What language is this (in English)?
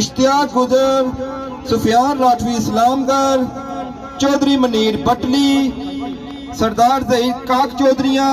Pahari-Potwari